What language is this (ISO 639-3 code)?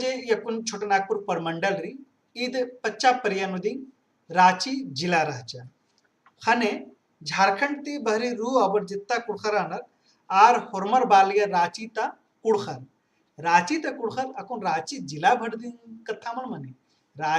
kru